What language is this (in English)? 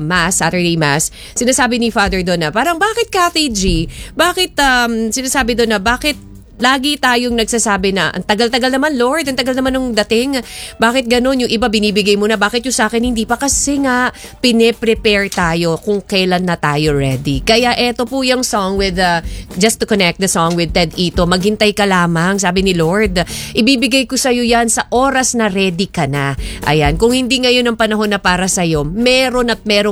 Filipino